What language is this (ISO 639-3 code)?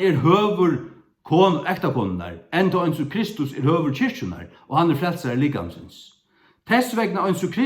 fao